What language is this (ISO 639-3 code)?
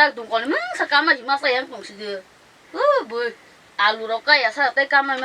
trp